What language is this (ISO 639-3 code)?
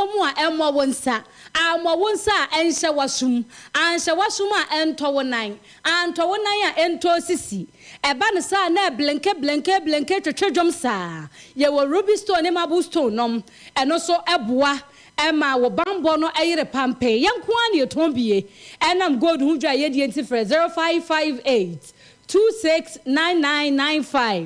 aka